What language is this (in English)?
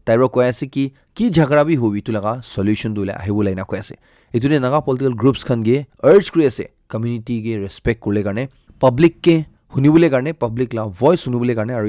Naga Pidgin